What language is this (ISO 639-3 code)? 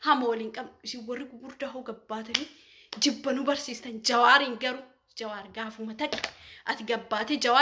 orm